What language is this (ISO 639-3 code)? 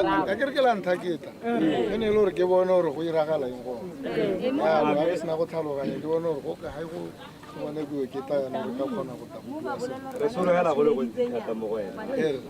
tsn